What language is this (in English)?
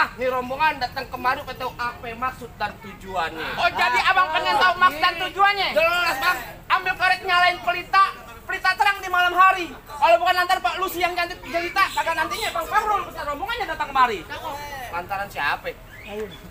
Betawi